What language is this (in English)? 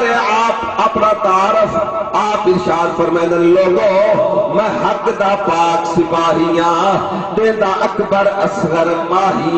Saraiki